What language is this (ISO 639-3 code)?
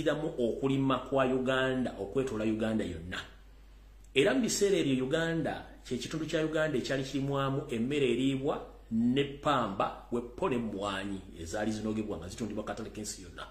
lug